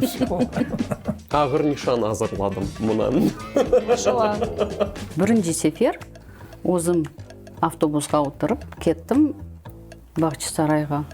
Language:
Crimean Tatar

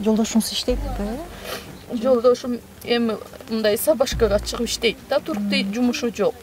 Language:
Kyrgyz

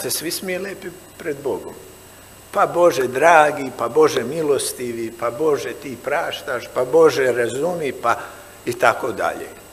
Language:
Serbian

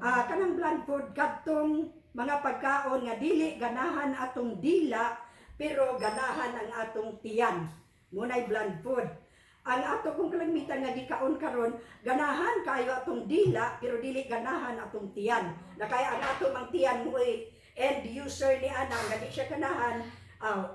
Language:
Cebuano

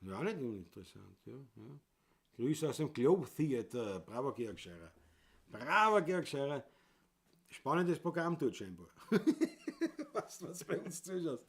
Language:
Bavarian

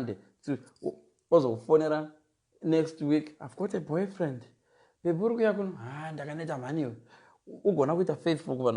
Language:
Shona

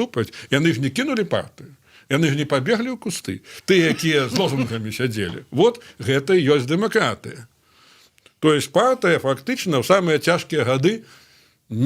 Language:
Belarusian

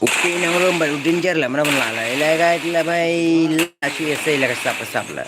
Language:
Khasi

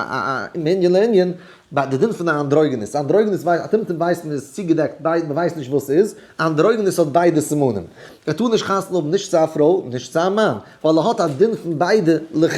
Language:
Yiddish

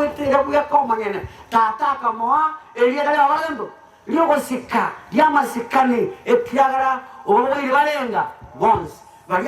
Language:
Gusii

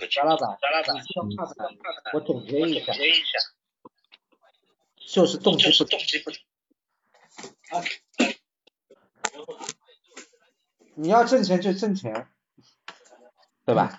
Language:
Chinese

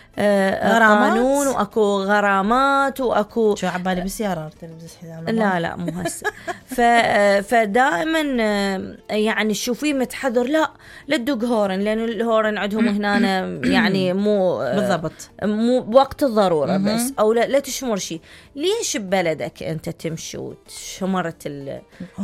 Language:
Mesopotamian Arabic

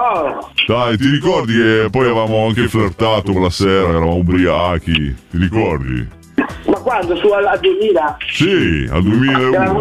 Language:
Italian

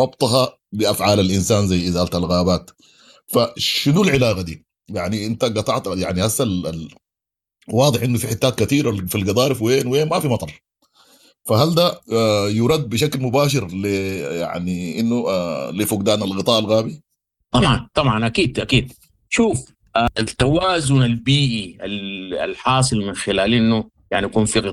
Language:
Sudanese Arabic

